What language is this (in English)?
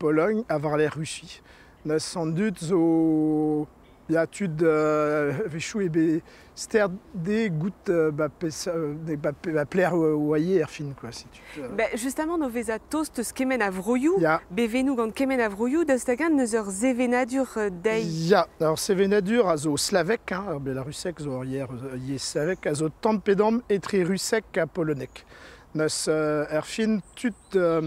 Breton